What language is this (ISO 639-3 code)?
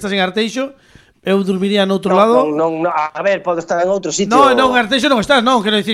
glg